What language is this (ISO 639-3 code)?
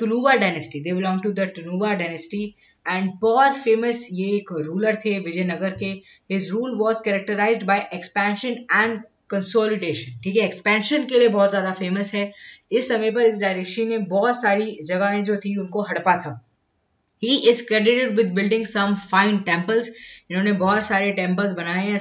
hin